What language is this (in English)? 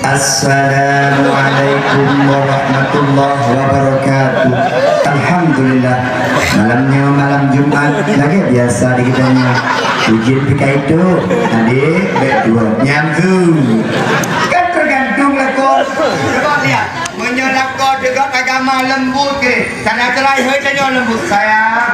Achinese